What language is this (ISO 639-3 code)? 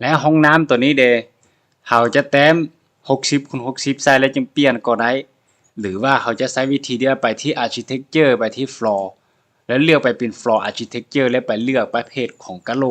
lao